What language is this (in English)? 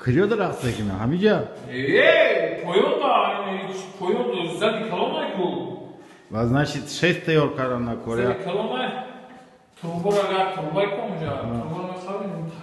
Tajik